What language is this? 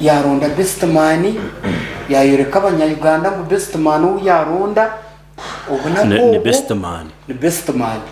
Nyankole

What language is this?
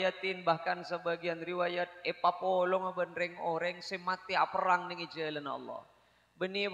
Madurese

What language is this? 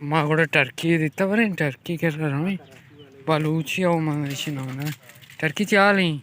Baluchi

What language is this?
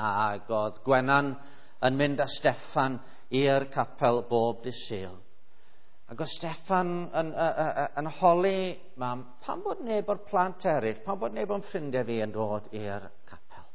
Welsh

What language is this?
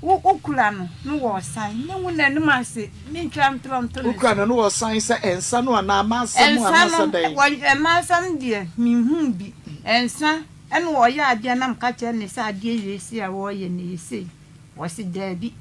Akan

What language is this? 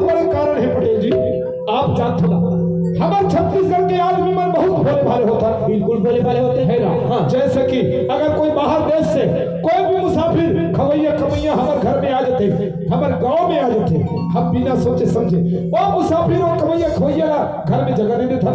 Chhattisgarhi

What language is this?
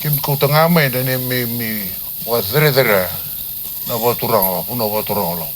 Fijian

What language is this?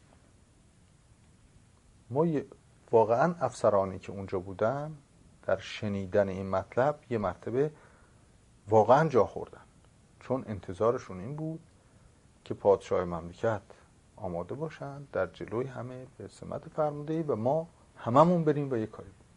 Persian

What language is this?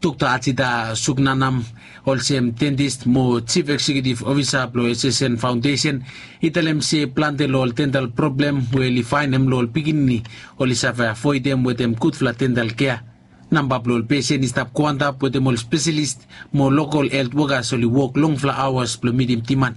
Bislama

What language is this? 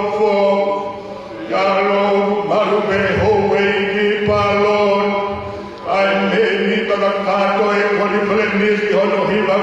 Tongan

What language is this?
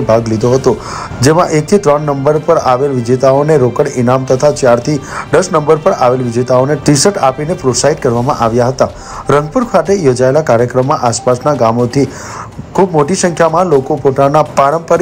Gujarati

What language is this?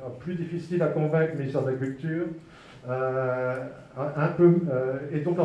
French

